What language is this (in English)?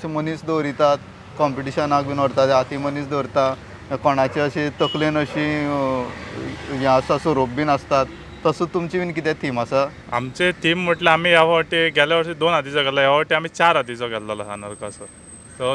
Konkani